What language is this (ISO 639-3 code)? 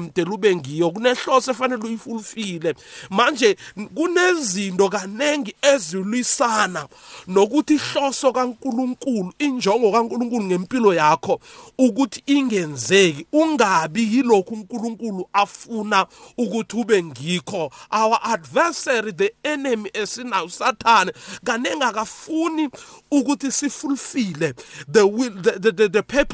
nbl